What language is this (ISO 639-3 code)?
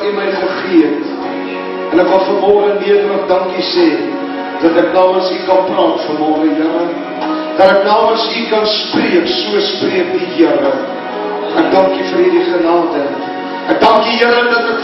afr